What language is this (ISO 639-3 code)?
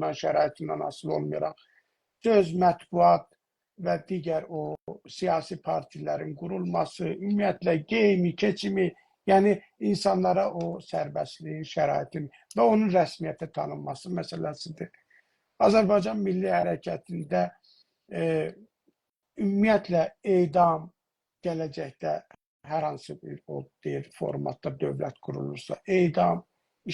azb